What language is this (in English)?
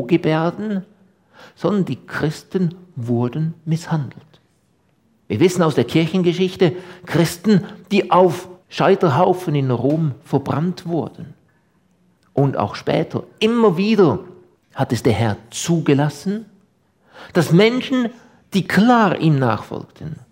German